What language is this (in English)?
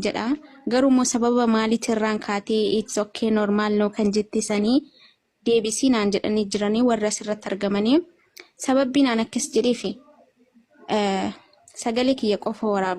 Oromo